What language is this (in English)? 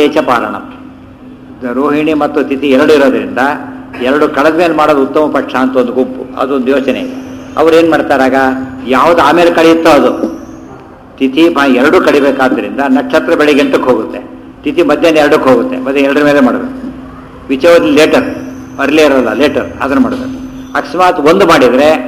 Kannada